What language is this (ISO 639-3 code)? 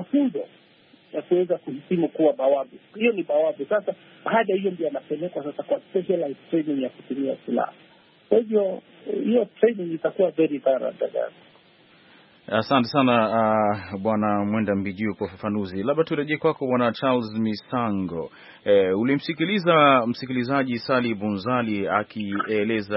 swa